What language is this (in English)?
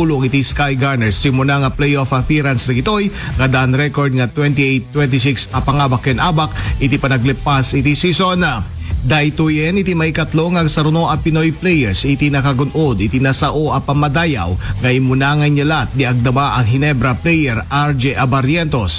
Iloko